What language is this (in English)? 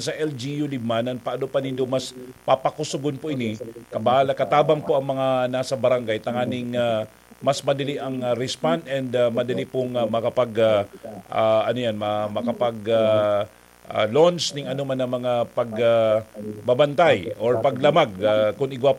Bikol